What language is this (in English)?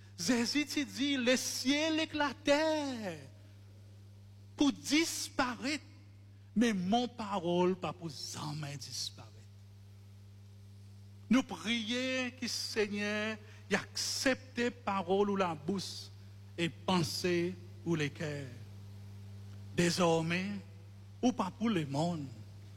French